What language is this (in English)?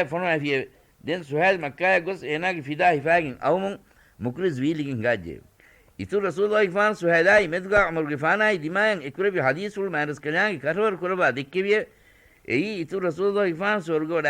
Divehi